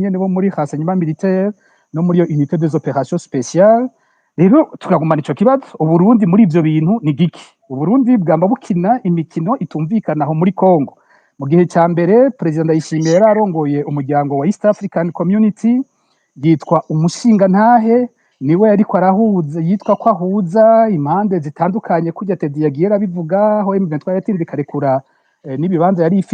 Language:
Rundi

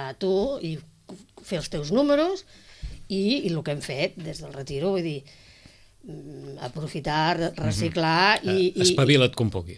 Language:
Catalan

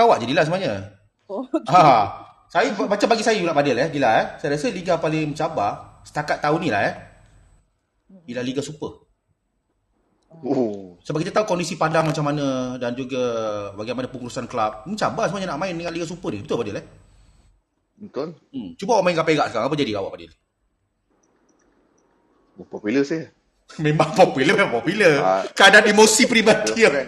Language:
Malay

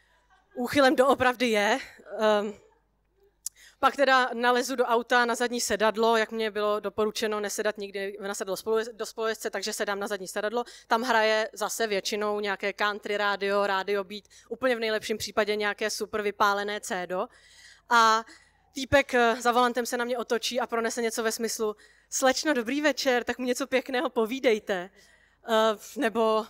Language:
Czech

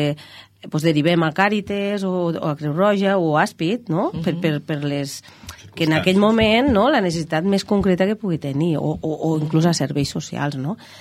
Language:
Catalan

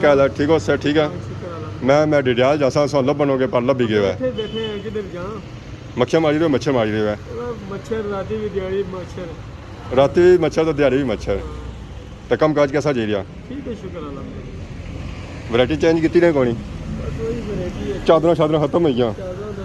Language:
Pahari-Potwari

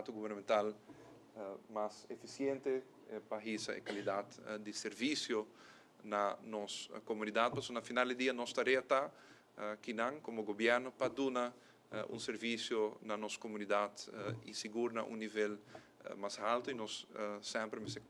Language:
Papiamento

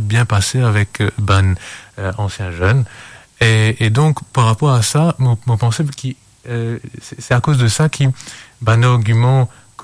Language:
Morisyen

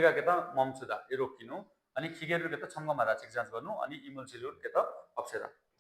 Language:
Nepali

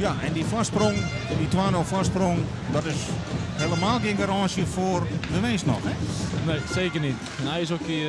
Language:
Western Frisian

